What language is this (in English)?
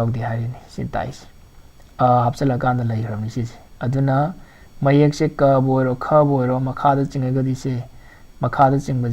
Manipuri